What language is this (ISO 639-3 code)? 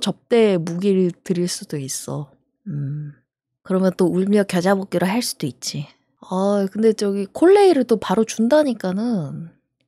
kor